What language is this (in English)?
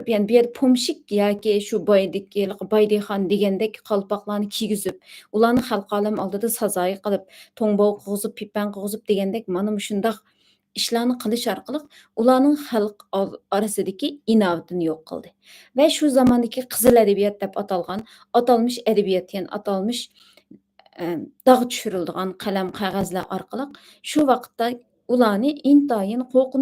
Uyghur